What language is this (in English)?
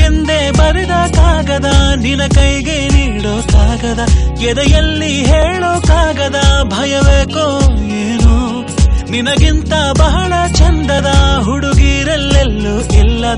Kannada